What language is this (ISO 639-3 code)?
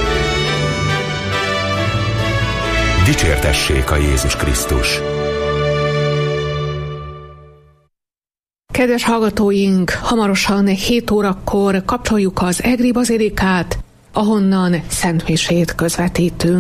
hun